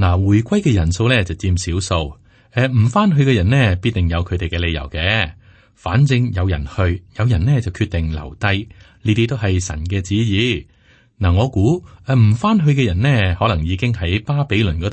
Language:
Cantonese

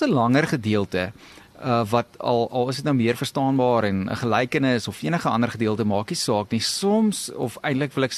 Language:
Afrikaans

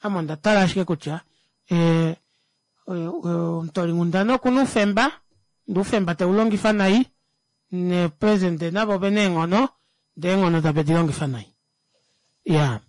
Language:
Kuanyama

